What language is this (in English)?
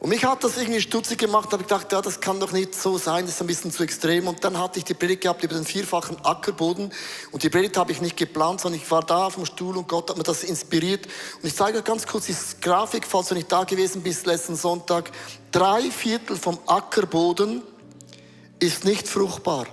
Swiss German